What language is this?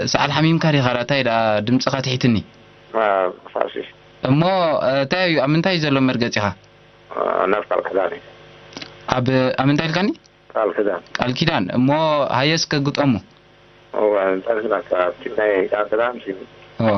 Tigrinya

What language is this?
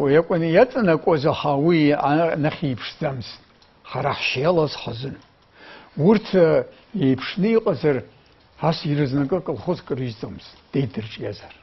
Abkhazian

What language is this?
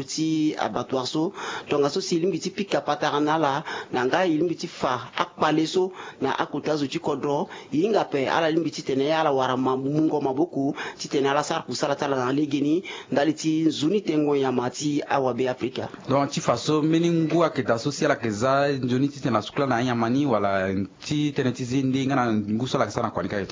Sango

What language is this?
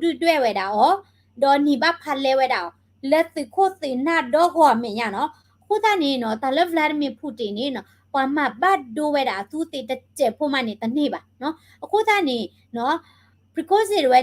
S'gaw Karen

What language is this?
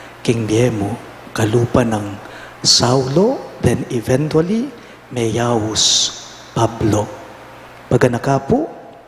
Pampanga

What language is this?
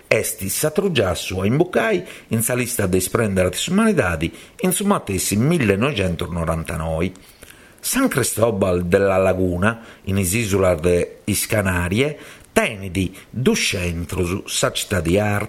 Sardinian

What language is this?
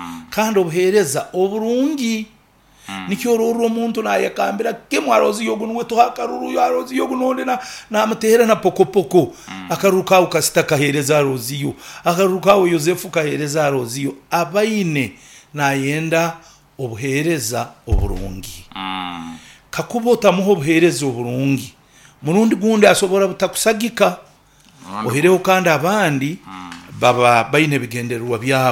Nyoro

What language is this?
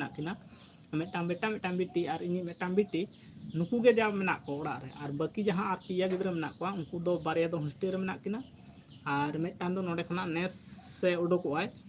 Santali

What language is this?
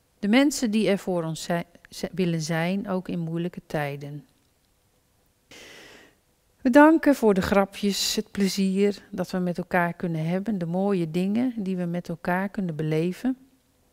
Dutch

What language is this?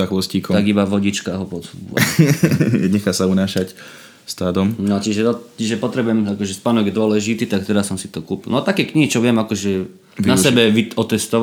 Slovak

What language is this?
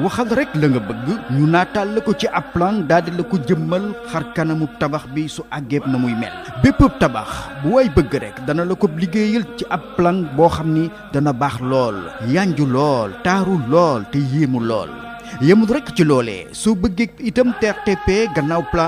Wolof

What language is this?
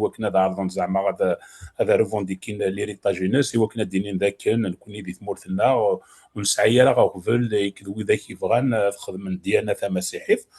Kabyle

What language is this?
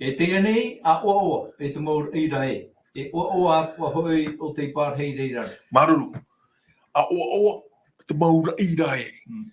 Tahitian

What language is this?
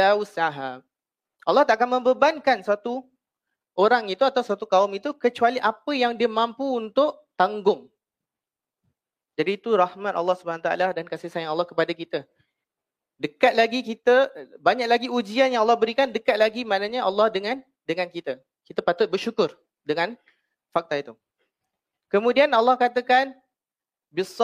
Malay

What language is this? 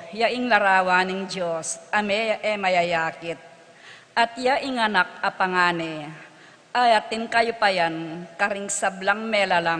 Pampanga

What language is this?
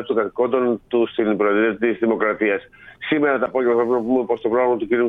Greek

